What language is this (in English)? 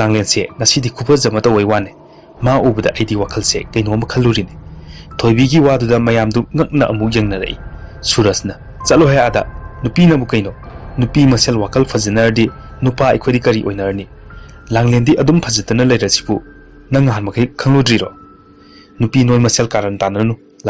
Manipuri